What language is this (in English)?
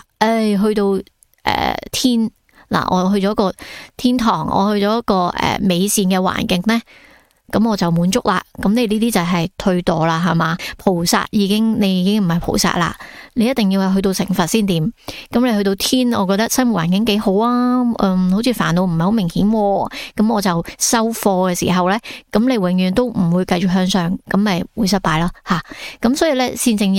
Cantonese